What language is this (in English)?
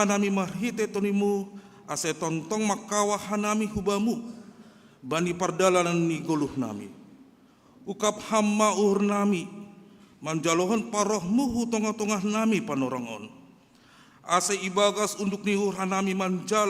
Batak Simalungun